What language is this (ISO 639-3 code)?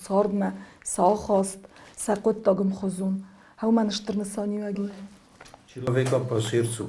oss